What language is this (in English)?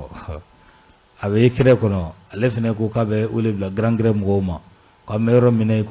Bambara